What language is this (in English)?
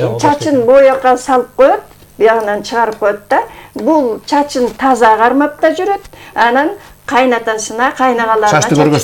Kyrgyz